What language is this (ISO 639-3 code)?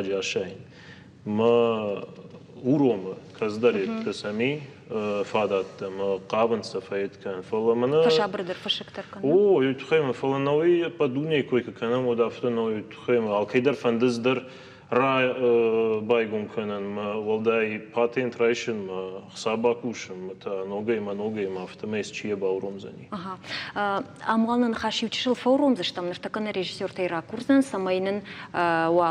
oss